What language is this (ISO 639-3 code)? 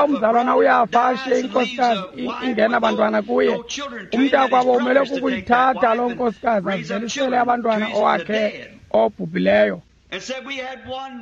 xho